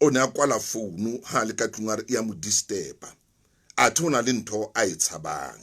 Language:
Southern Sotho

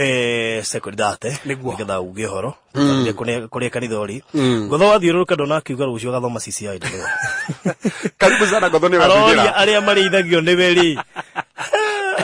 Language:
Kikuyu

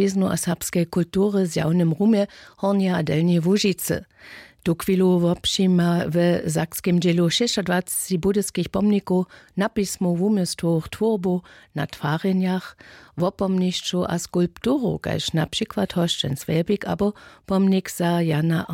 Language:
Upper Sorbian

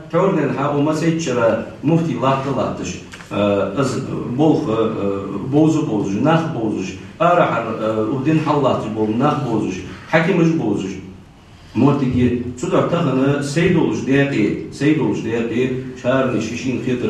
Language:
Ingush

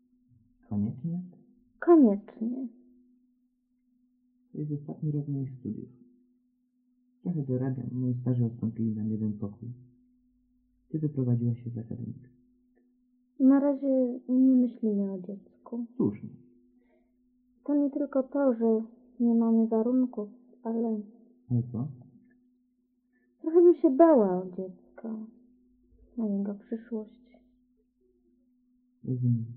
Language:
Polish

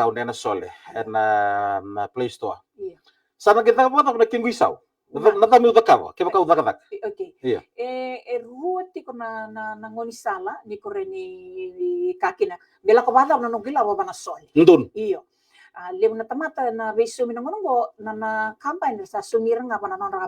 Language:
Fijian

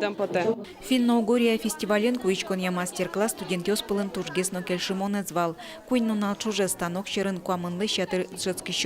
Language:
Udmurt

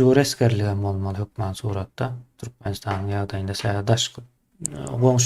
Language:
Turkmen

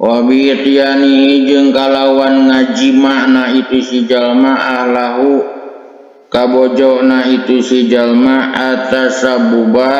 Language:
Sundanese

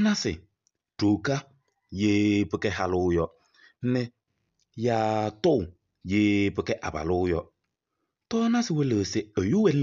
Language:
Kabiyè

